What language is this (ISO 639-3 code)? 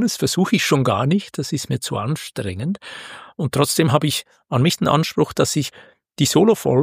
deu